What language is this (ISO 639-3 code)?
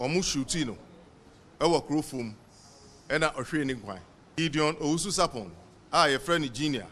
aka